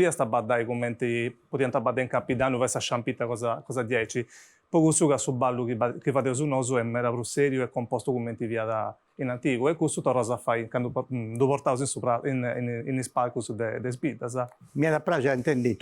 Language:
Sardinian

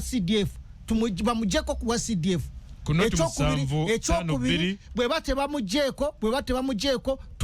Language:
Ganda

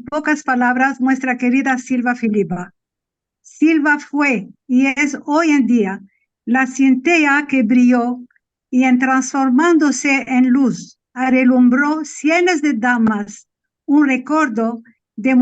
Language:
Ladino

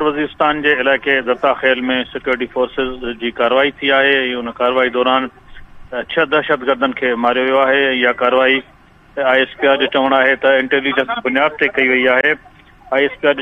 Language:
Sindhi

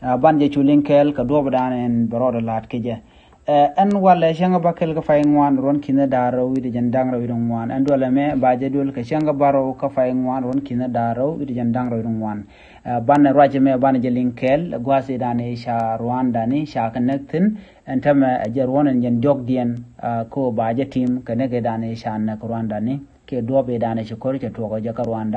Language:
Nuer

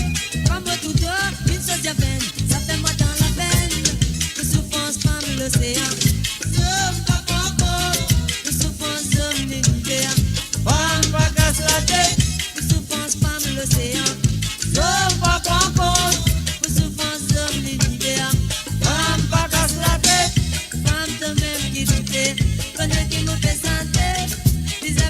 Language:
Morisyen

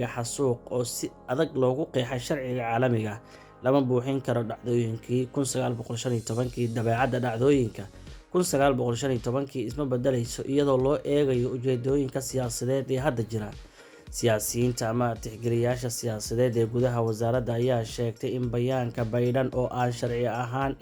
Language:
Somali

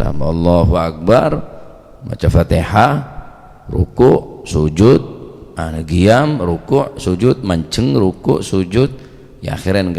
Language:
Madurese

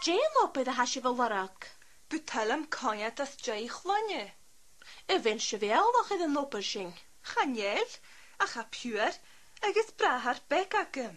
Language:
Scottish Gaelic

